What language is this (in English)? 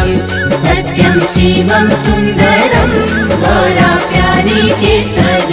Bhojpuri